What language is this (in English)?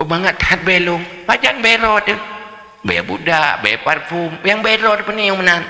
Achinese